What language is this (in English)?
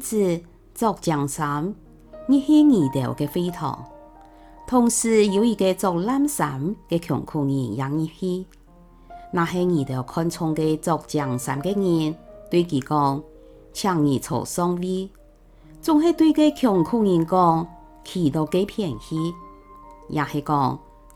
Hakka Chinese